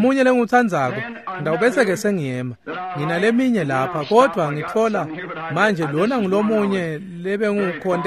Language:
Swati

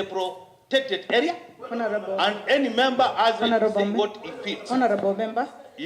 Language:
Kamba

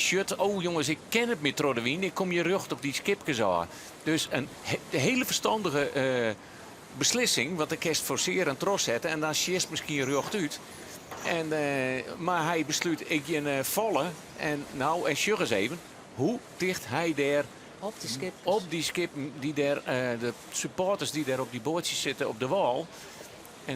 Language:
Western Frisian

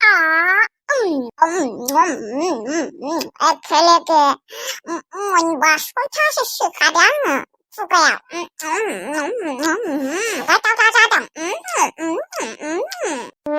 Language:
Bodo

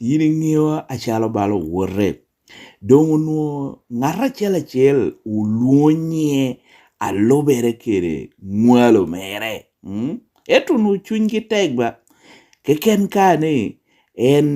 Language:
Lango (Uganda)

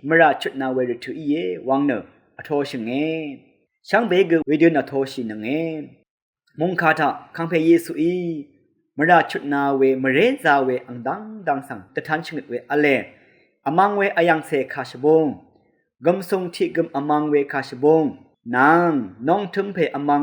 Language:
Rawang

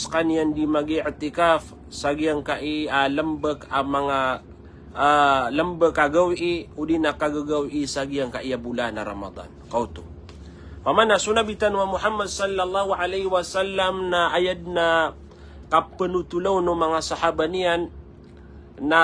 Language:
Maranao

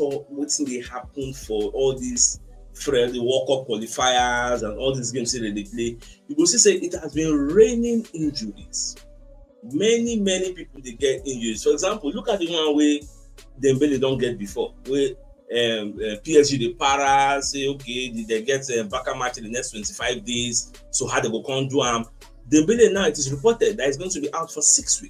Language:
Nigerian Pidgin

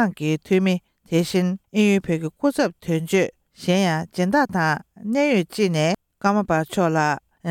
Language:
Tibetan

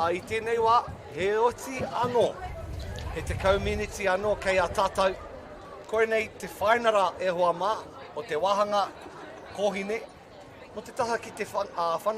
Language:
Māori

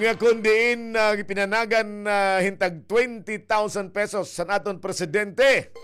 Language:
Waray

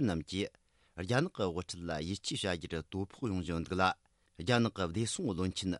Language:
Tibetan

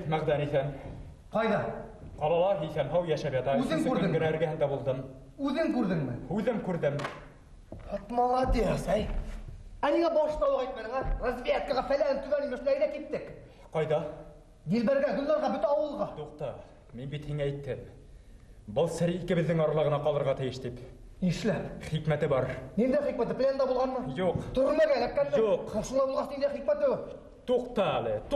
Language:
Bashkir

